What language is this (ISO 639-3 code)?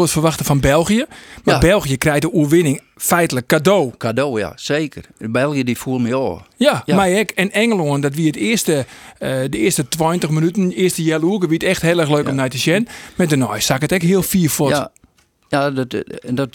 fry